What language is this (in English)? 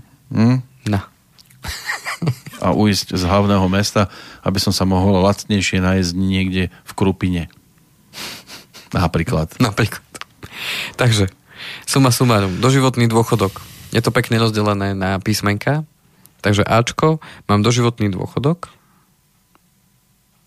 Slovak